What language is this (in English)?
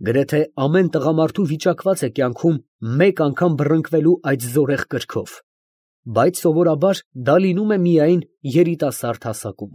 Armenian